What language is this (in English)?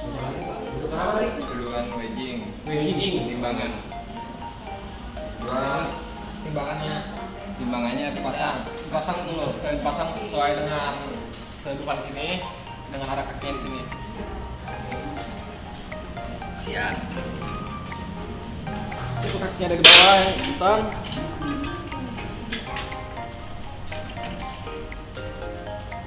Indonesian